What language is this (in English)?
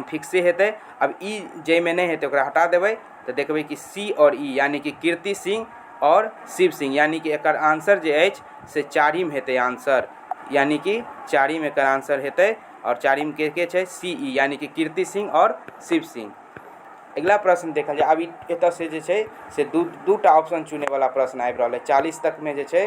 Maithili